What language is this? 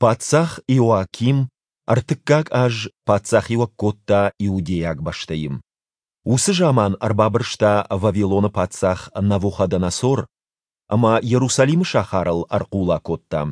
Ossetic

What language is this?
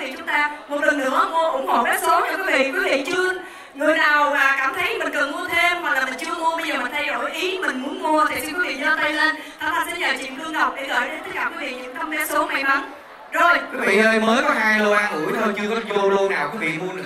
Vietnamese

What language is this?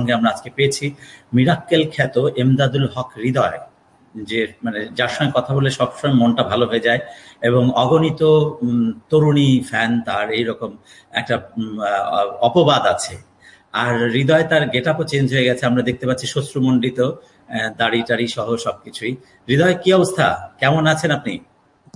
Bangla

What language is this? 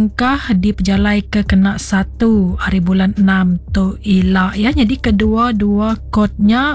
Iban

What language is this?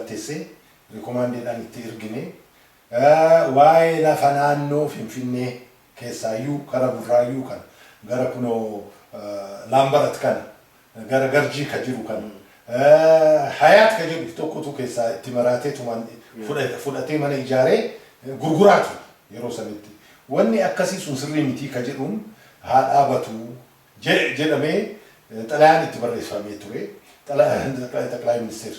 Oromo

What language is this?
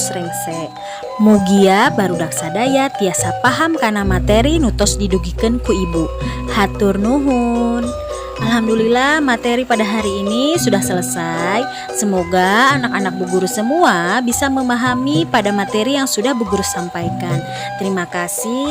Sundanese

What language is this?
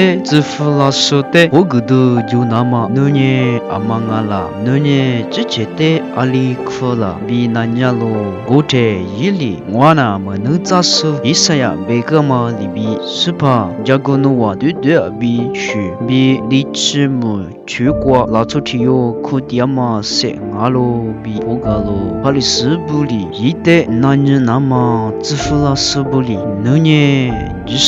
Lisu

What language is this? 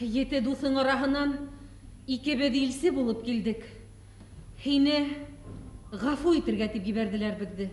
Bashkir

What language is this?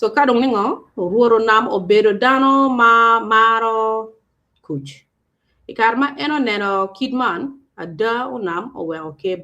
Acoli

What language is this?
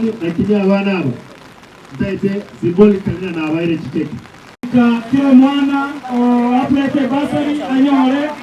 Gusii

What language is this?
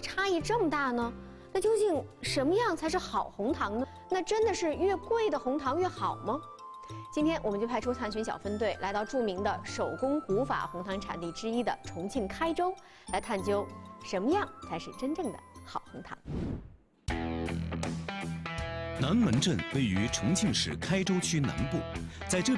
Chinese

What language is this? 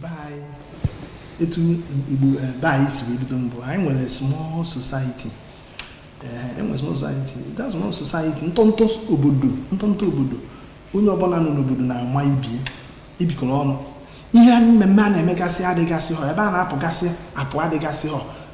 Igbo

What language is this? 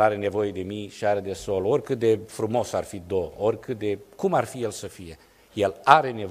Romanian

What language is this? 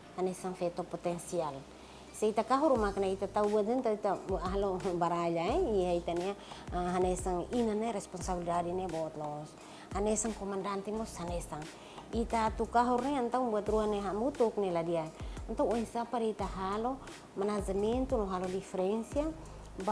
Tetum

